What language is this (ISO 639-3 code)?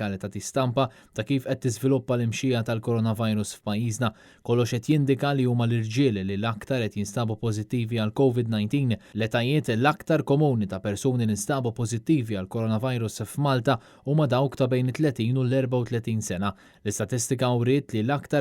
mlt